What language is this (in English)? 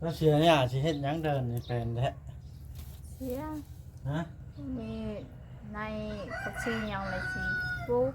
Lao